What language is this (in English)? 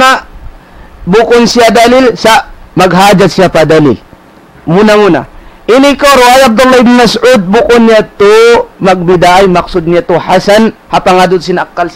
Tausug